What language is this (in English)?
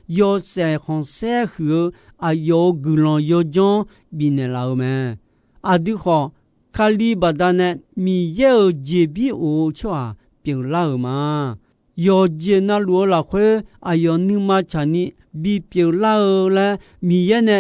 Akha